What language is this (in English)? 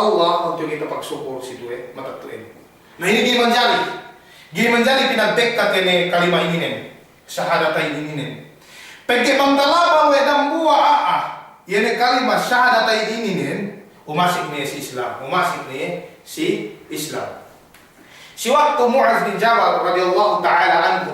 Yakan